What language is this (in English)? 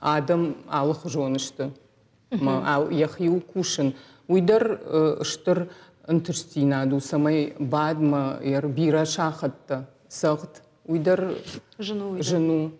Ossetic